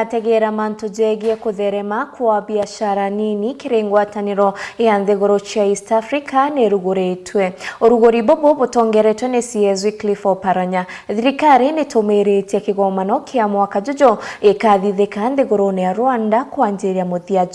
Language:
Meru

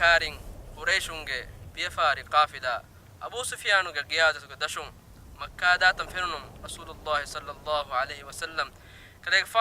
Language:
Divehi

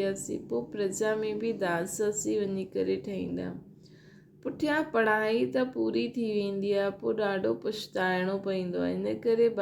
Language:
Sindhi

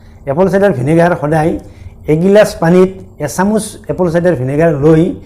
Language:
Assamese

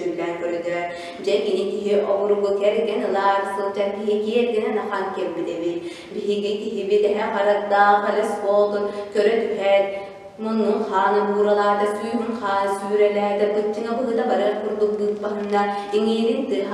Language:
Yakut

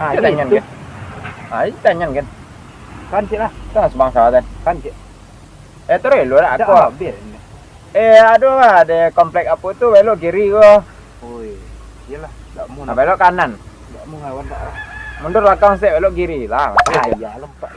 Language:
Minangkabau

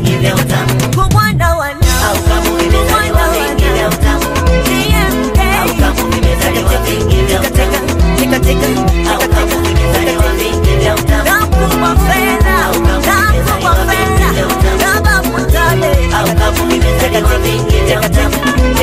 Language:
Swahili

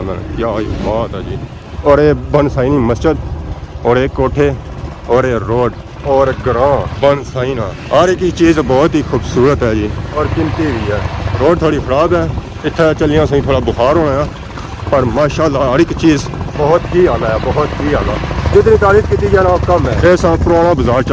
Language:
Pahari-Potwari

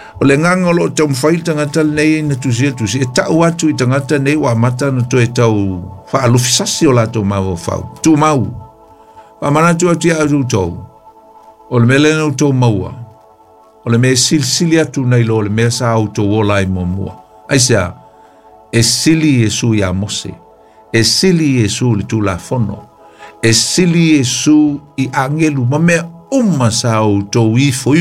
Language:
Samoan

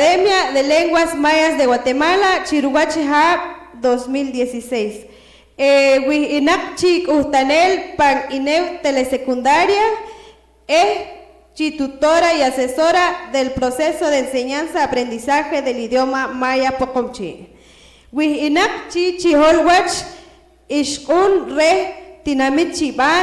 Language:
Poqomchi'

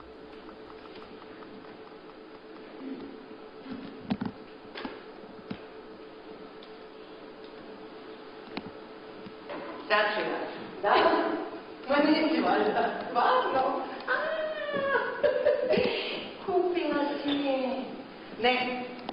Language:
Croatian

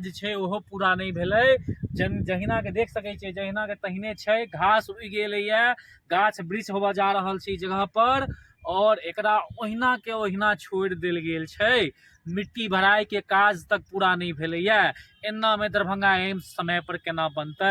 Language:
Maithili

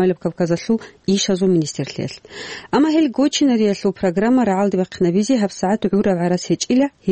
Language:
Avaric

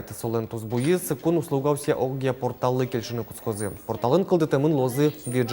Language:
Udmurt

